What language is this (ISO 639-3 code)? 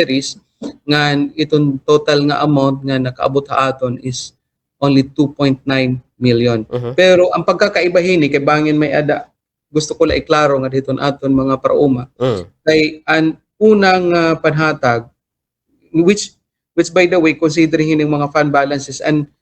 war